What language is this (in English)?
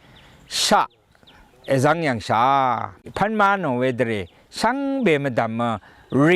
Rawang